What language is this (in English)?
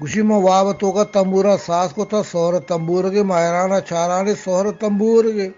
Eastern Balochi